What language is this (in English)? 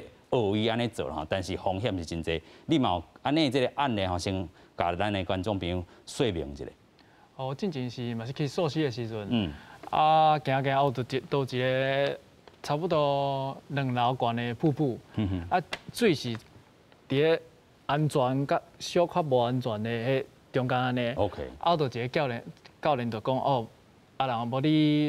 Min Nan Chinese